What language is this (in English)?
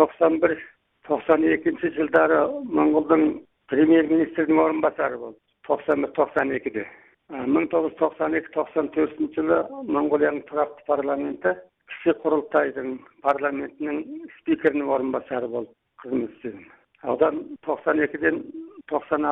Kazakh